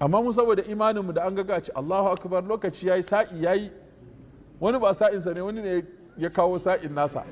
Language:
Hausa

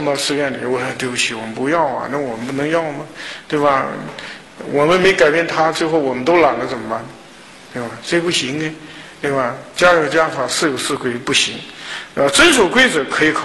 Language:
Chinese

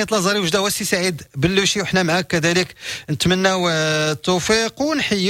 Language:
Moroccan Arabic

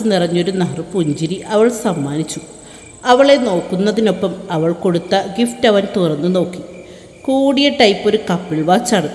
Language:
Malayalam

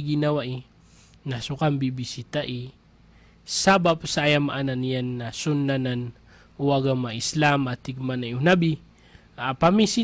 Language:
Maranao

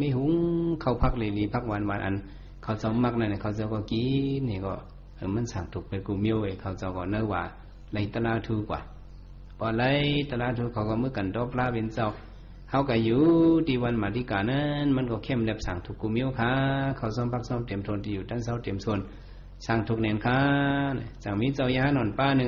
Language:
Shan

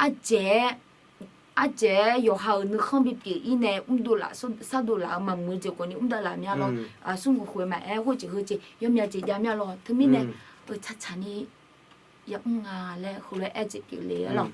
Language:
Akha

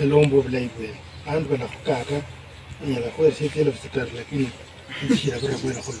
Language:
Luyia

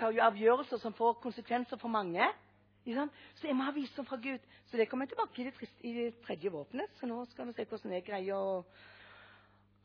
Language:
Norwegian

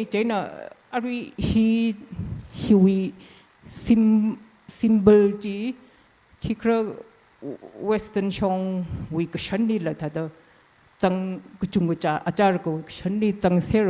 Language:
Tangkhul Naga (India)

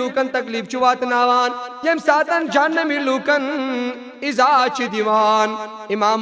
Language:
Kashmiri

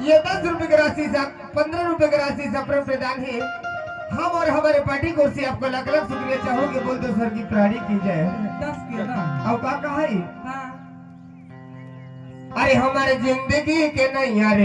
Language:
Chhattisgarhi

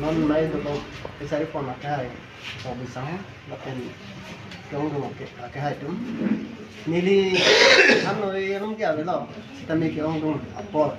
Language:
Karbi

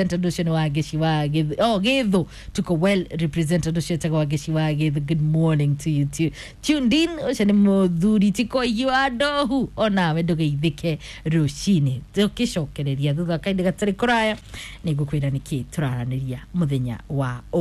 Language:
Kikuyu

